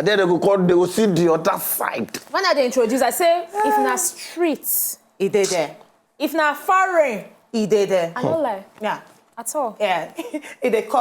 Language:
Nigerian Pidgin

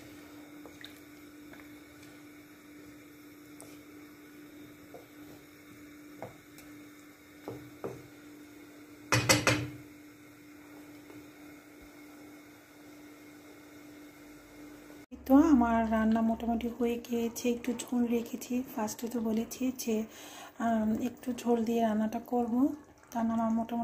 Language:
Bangla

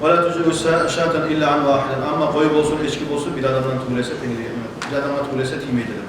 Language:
Kumyk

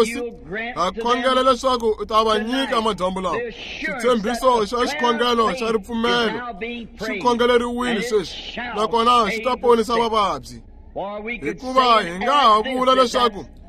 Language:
Tsonga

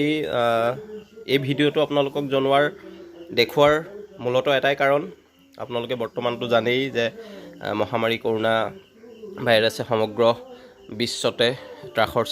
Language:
Assamese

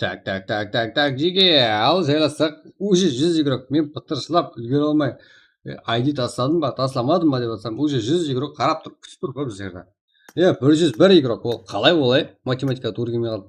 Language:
Kara-Kalpak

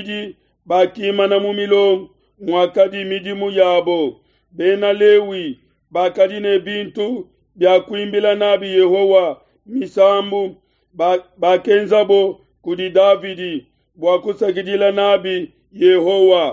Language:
Luba-Lulua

